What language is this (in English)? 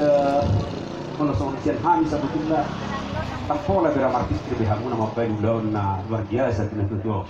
Batak Toba